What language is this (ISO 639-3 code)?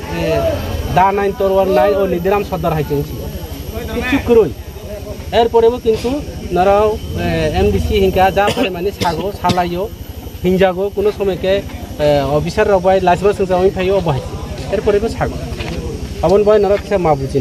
trp